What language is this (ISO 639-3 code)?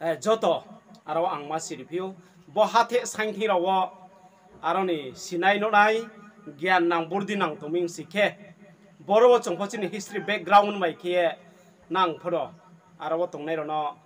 ria